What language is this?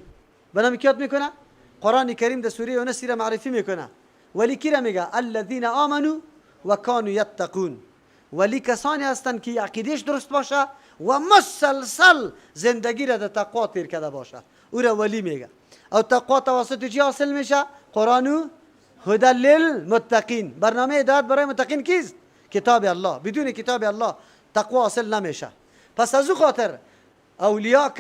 Persian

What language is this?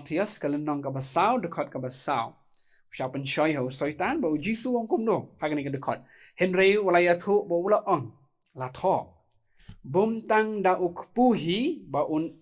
Khasi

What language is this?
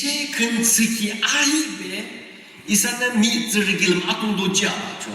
Yimchungru Naga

